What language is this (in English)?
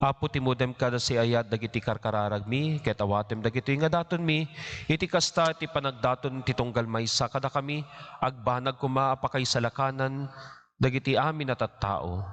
Iloko